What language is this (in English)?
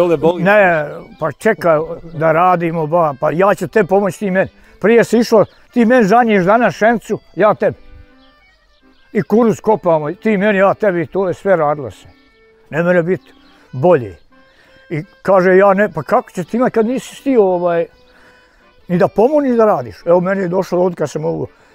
Bosnian